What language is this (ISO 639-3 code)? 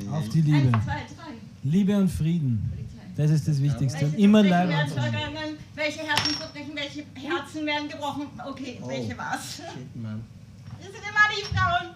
bar